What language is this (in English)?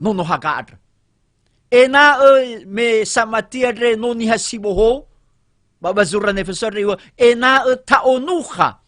Nias